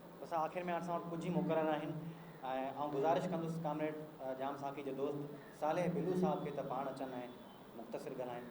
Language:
Sindhi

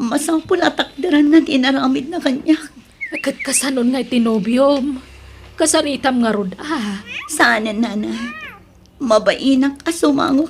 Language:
Iloko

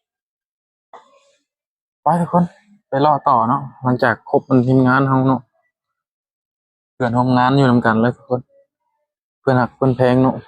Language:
Lao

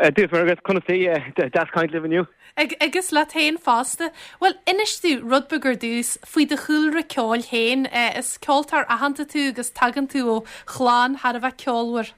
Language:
Irish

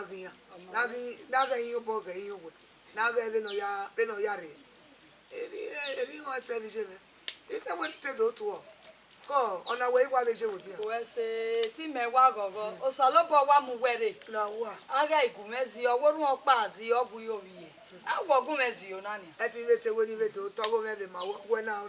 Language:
Bini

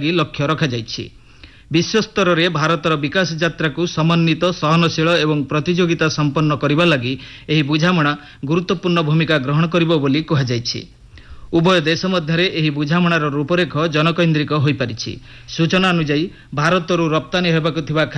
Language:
Odia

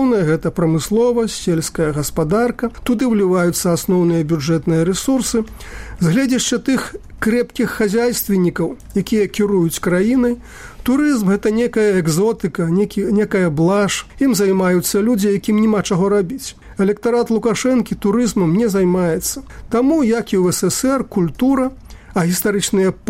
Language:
Belarusian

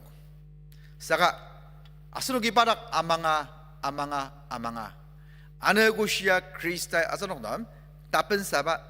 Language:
Ao Naga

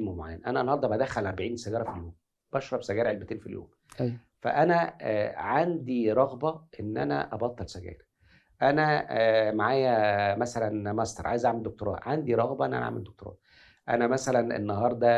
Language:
Egyptian Arabic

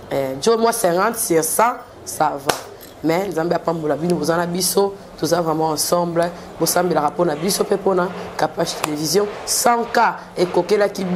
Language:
Lingala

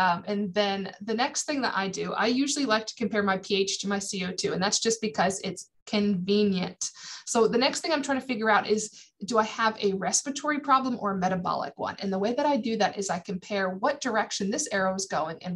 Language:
English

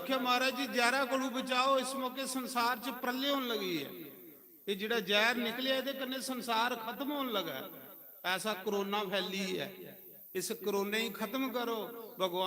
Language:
Dogri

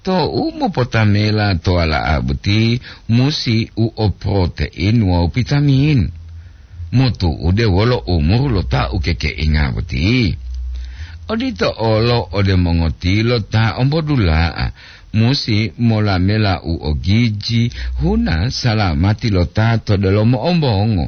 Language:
Gorontalo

